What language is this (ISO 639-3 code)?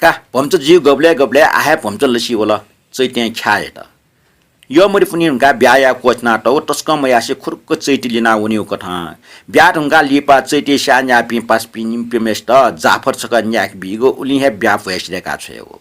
new